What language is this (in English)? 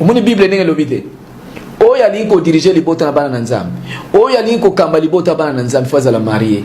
Lingala